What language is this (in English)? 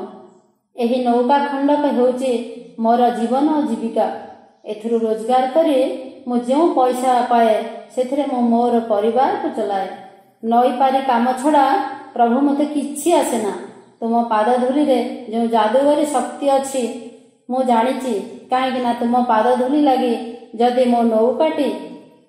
Odia